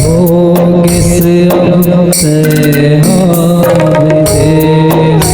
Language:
Chhattisgarhi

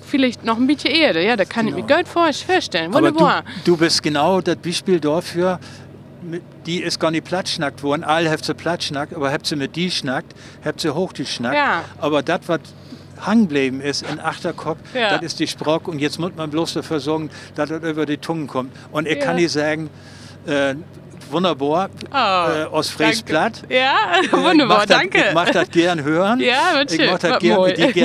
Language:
Low German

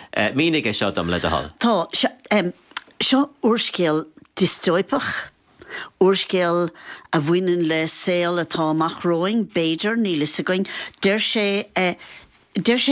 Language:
Irish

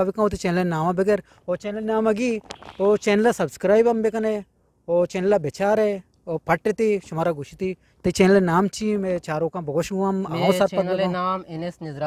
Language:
Eastern Balochi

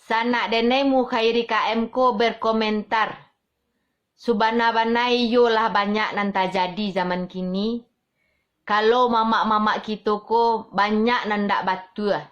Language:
Minangkabau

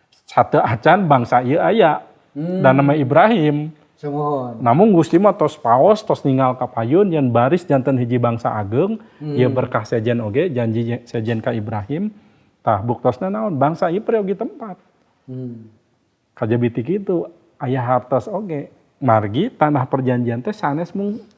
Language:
Sundanese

